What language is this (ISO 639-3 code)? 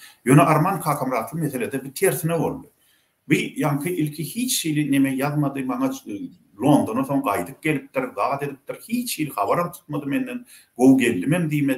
tuk